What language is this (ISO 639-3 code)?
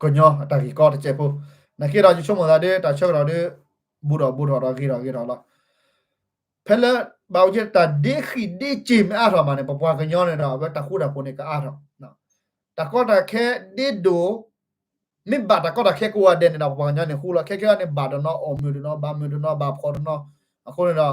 ksw